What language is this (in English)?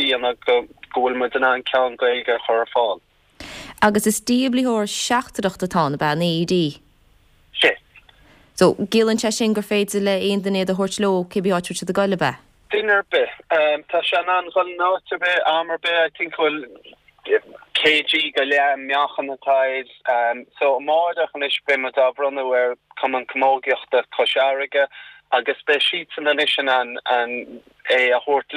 Irish